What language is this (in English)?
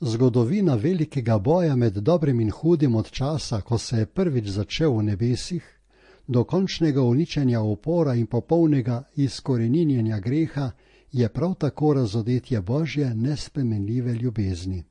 Slovenian